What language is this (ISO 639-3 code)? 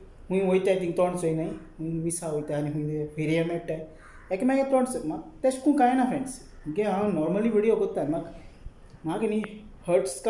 kok